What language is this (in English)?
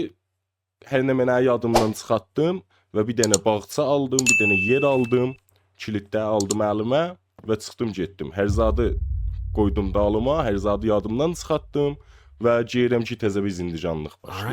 South Azerbaijani